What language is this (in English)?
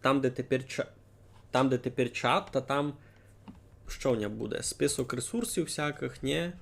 Rusyn